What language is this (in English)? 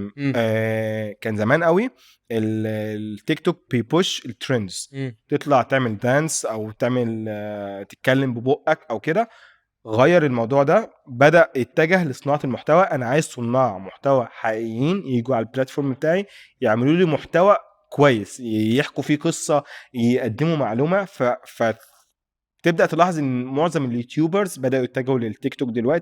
Egyptian Arabic